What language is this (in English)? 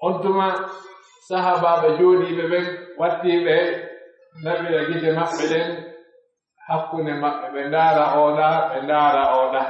Pular